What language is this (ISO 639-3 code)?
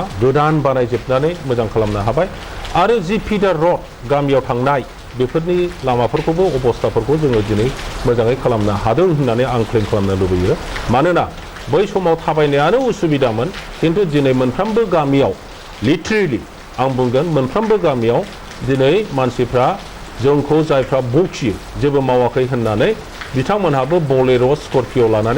brx